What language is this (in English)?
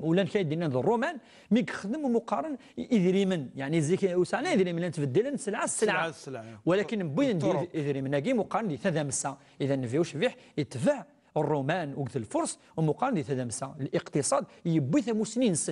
Kabyle